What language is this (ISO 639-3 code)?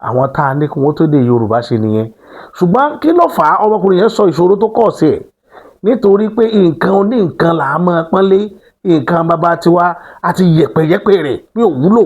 yor